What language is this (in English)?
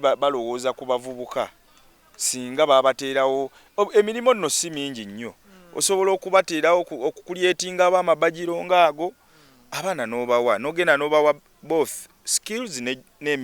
Ganda